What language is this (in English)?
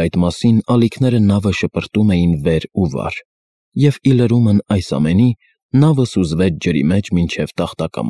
Armenian